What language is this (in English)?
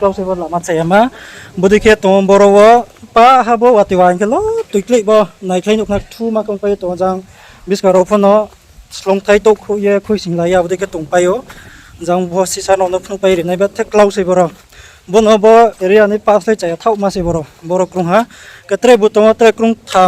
Riang (India)